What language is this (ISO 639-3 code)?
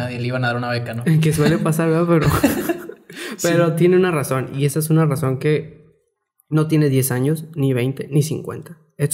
spa